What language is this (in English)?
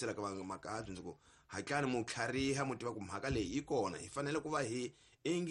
Tsonga